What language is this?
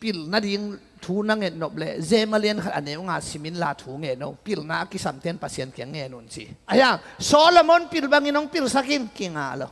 Tedim Chin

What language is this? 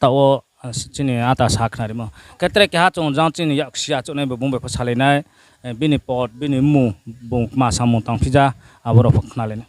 Riang (India)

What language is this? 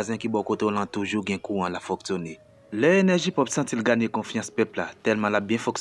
Haitian Creole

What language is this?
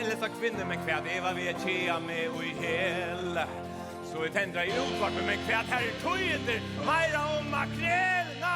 Faroese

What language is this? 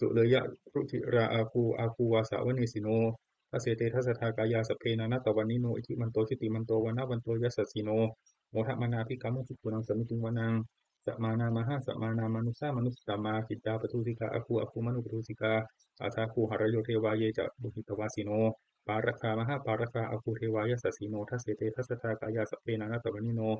Pali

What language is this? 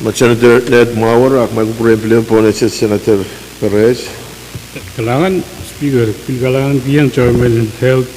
Pohnpeian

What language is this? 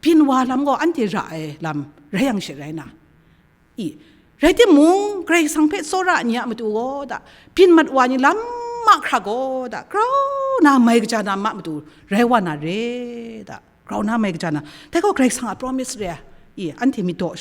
Kachin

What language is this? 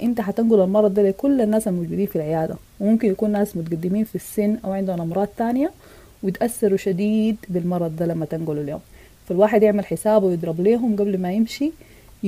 Sudanese Arabic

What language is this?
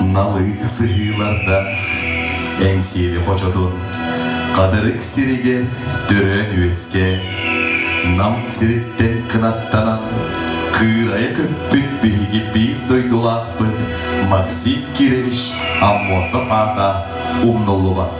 Yakut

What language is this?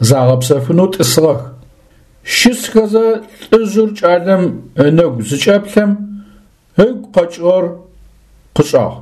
Adyghe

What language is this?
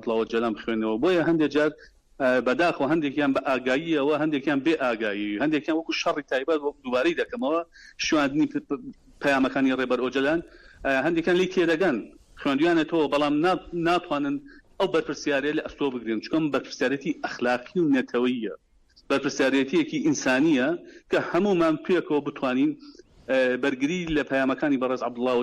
Central Kurdish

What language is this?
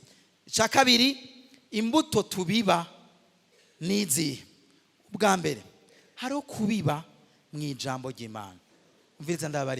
Rundi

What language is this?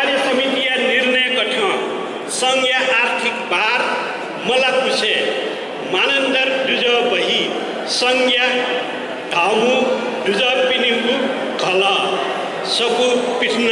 Newari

